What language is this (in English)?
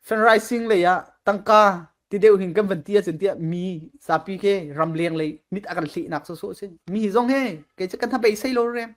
Falam Chin